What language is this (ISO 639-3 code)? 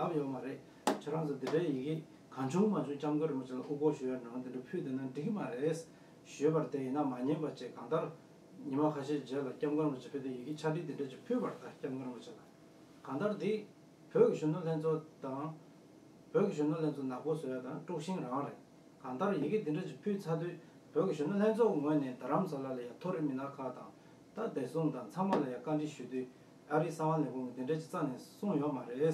bod